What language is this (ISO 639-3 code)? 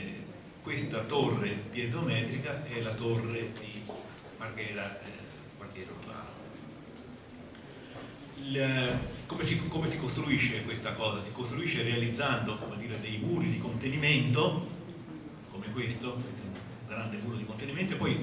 ita